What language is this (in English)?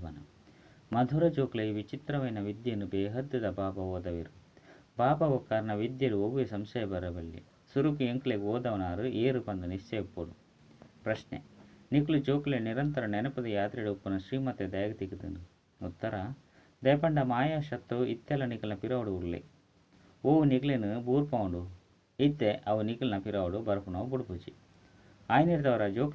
Tulu